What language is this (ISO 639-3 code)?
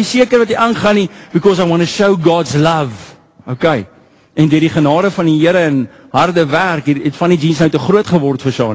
afr